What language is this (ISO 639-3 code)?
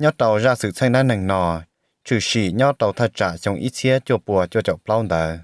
hmn